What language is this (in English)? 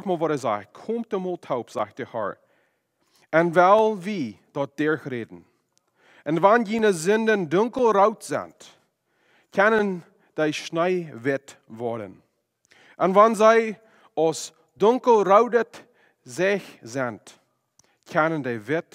Plautdietsch